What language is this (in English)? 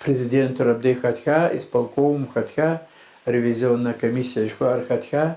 Kabardian